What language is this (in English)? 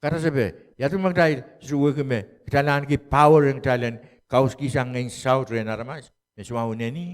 Pohnpeian